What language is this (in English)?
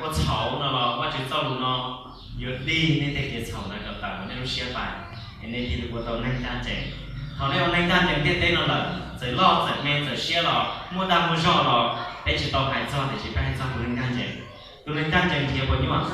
Hmong